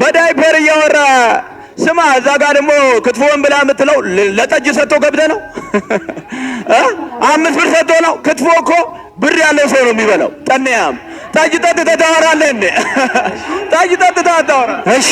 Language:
Amharic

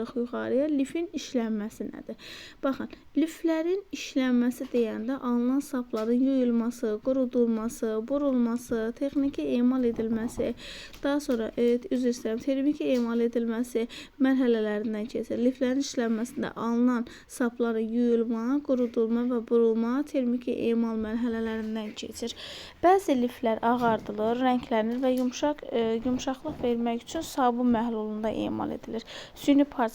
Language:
Azerbaijani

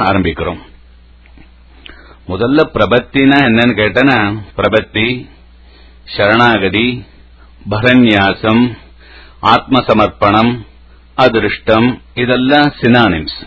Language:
Tamil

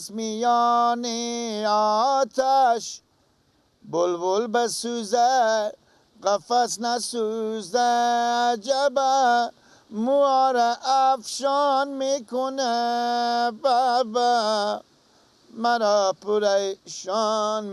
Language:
Persian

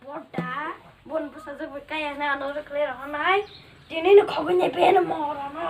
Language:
Kok Borok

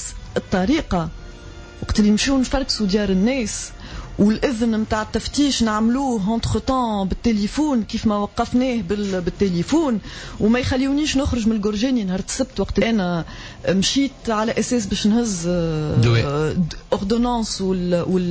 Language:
Tunisian Arabic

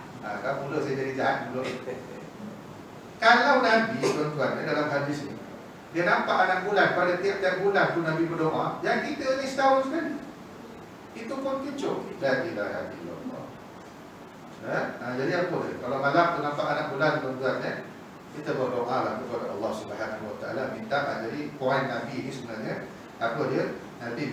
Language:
Malay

